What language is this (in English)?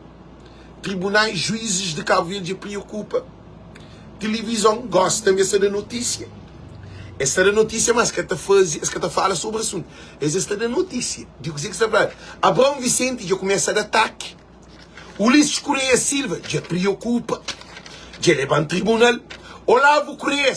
Kabuverdianu